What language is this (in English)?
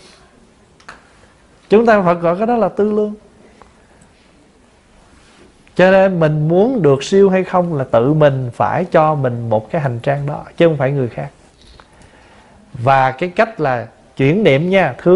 Vietnamese